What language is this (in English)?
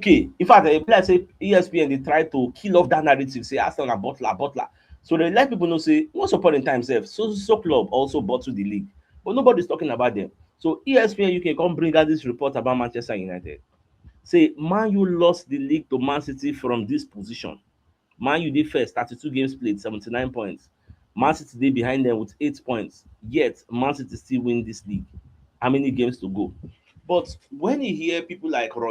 Nigerian Pidgin